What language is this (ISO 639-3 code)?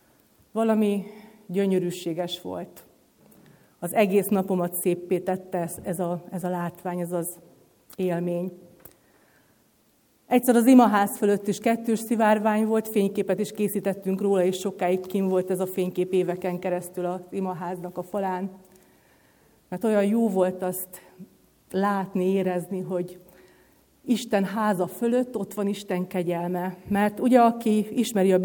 hun